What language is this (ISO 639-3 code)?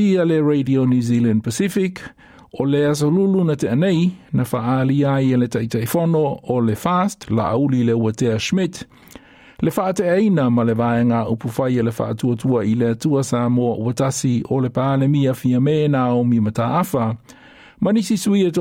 smo